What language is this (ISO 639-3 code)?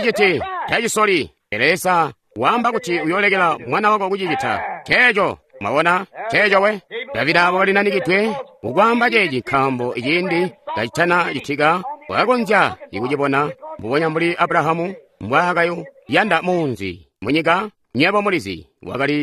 toi